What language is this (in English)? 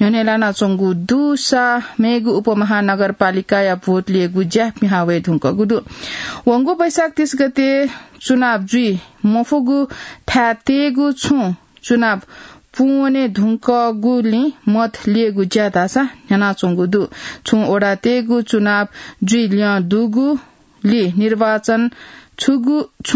Newari